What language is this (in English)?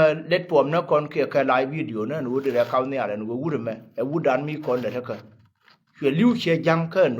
Nuer